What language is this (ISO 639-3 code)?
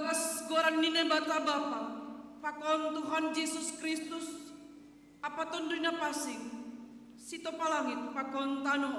bts